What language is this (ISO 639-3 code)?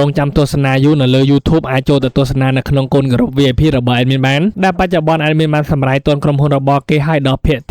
khm